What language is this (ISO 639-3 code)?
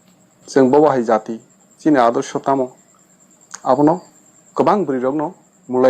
trp